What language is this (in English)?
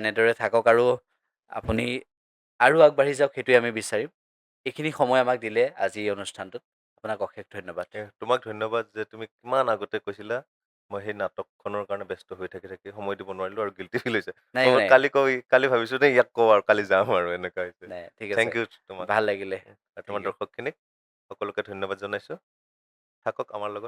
Assamese